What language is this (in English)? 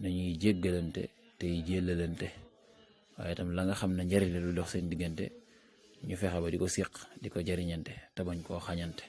Wolof